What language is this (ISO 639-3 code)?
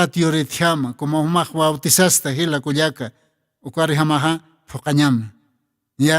aym